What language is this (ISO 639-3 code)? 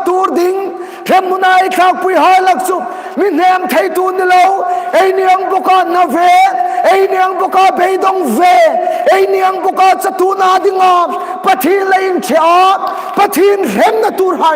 hmr